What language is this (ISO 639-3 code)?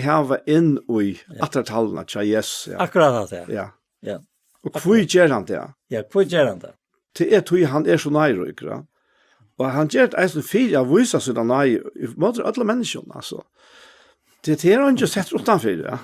fao